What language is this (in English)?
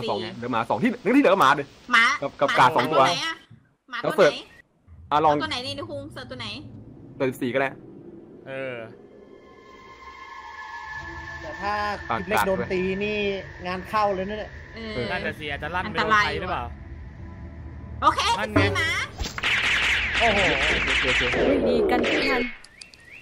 Thai